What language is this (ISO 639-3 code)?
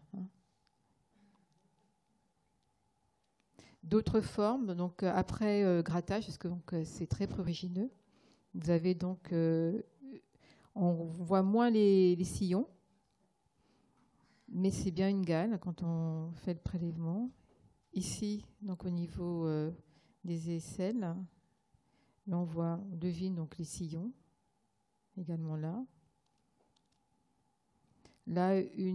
fra